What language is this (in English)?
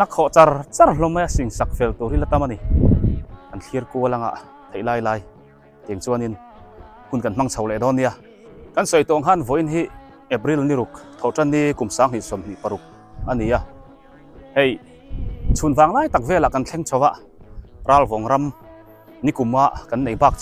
Biete